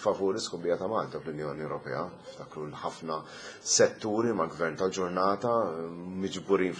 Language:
Maltese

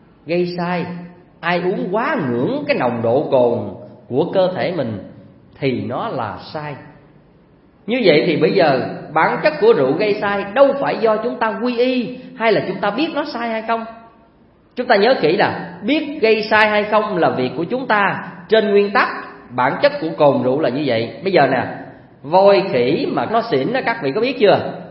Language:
Vietnamese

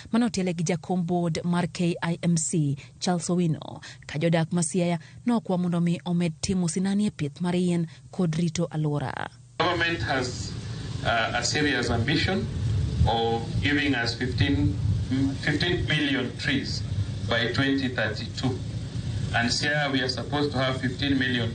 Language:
Luo (Kenya and Tanzania)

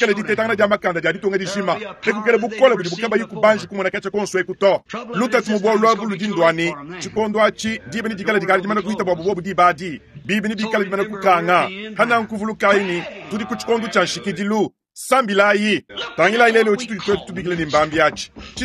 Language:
Luba-Lulua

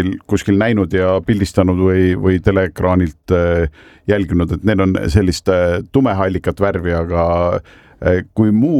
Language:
Estonian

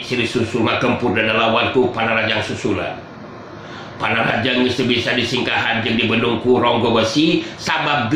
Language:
Sundanese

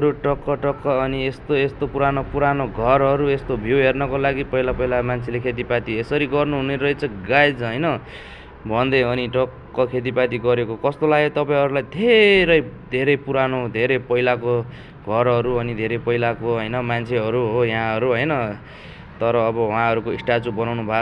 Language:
Nepali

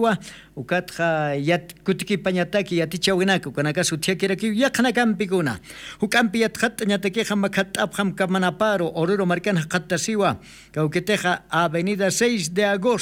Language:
Aymara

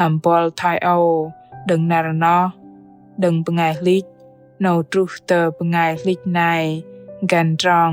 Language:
Bahnar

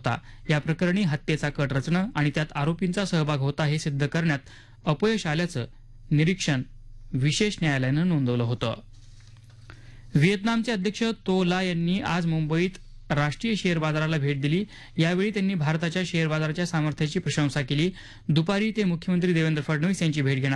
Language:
Marathi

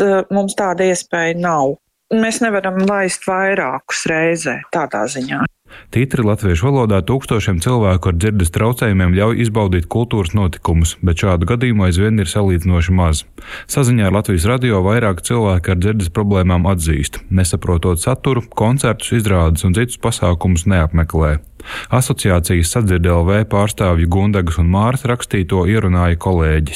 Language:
Latvian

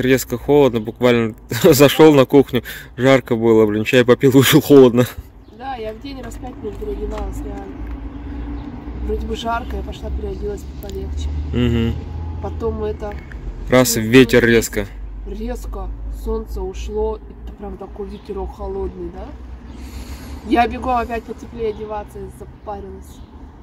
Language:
Russian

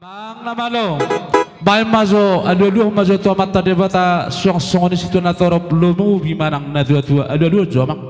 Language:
Batak Toba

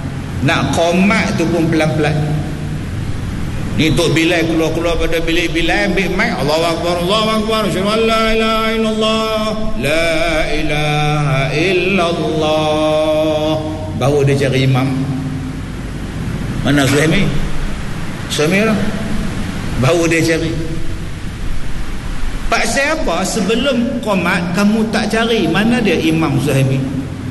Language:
Malay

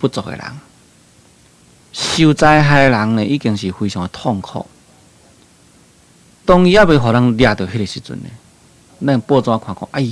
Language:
Min Nan Chinese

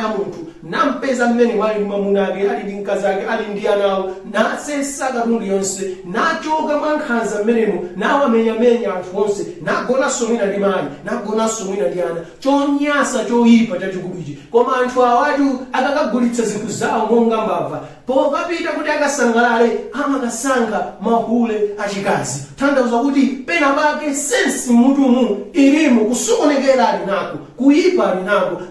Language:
Nyanja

